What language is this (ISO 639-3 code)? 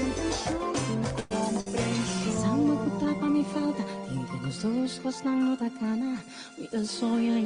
pap